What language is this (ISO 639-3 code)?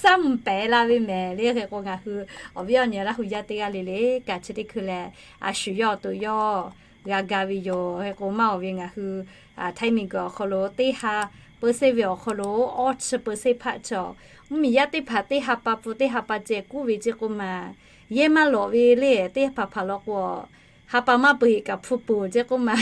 lhu